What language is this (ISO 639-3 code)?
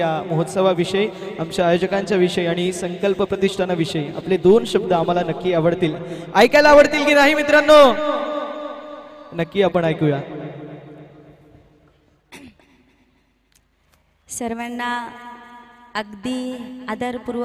mar